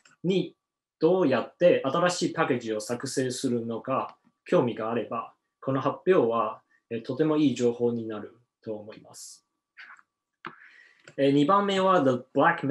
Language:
Japanese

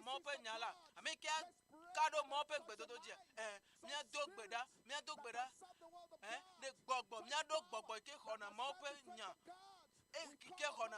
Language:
Ewe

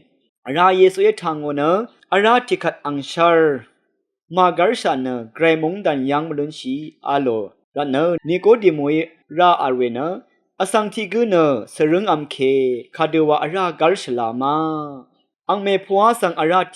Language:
Rawang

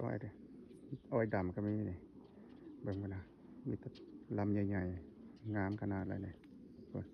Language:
Lao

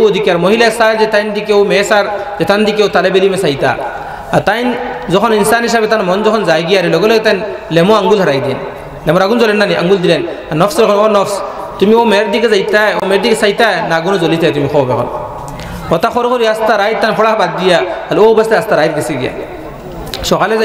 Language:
Sylheti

